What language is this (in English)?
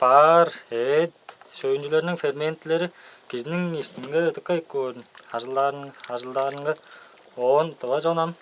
Tuvinian